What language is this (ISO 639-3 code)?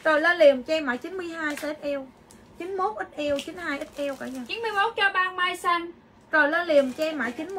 vie